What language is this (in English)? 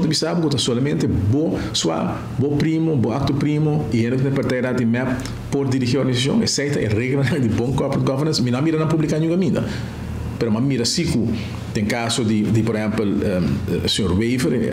Papiamento